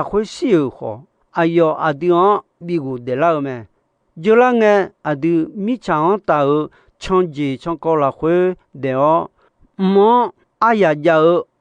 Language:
Akha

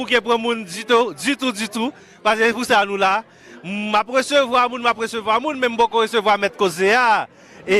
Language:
Haitian Creole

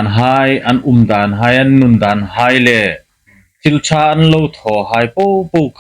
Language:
Hmar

